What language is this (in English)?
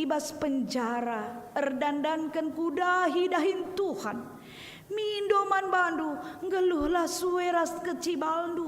Batak Karo